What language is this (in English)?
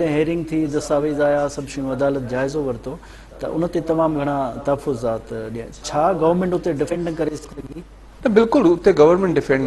Sindhi